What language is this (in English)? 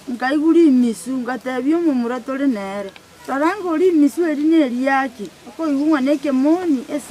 Gusii